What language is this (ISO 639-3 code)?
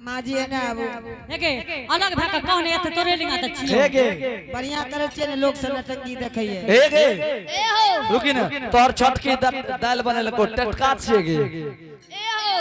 anp